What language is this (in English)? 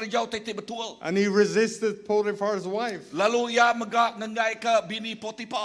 Iban